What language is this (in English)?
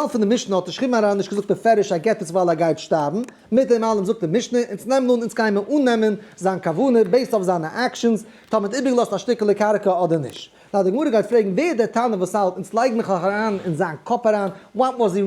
Yiddish